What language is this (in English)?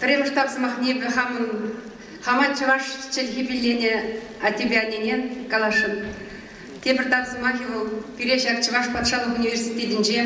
Chuvash